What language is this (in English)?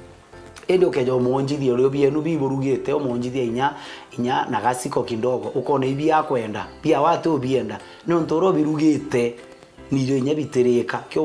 Meru